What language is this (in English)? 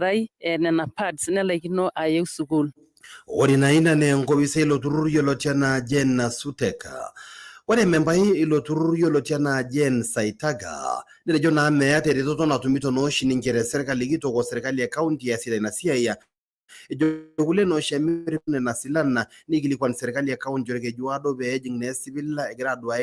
Masai